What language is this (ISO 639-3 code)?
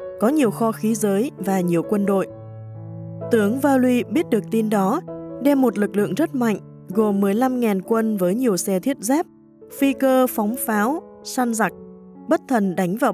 vie